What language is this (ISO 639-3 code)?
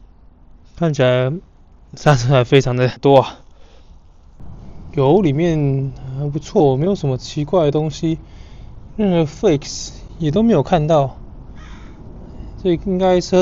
zho